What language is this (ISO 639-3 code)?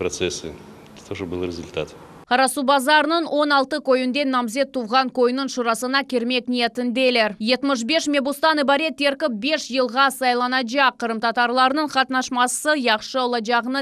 crh